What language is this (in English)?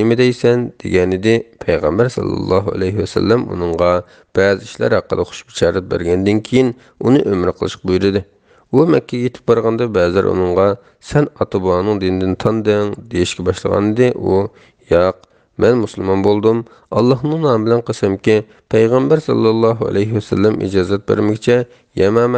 Uyghur